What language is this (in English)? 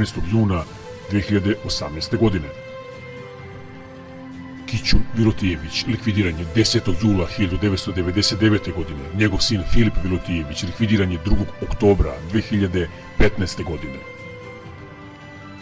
Serbian